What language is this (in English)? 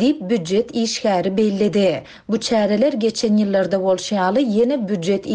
Turkmen